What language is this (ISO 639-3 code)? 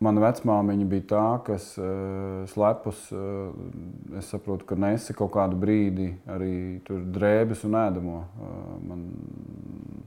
lav